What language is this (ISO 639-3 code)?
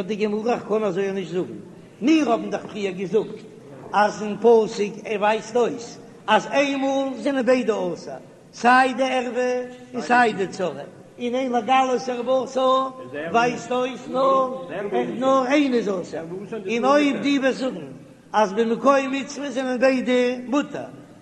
yid